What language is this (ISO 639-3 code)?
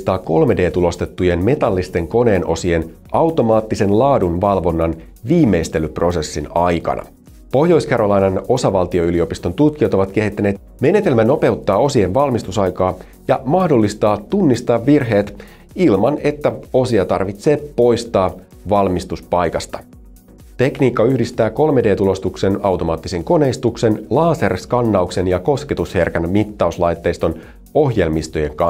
fin